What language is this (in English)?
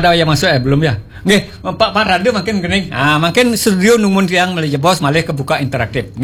Balinese